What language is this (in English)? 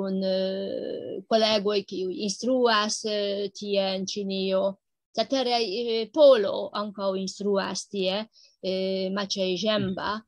Esperanto